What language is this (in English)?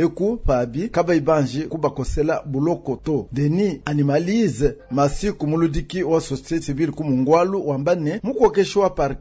Luba-Lulua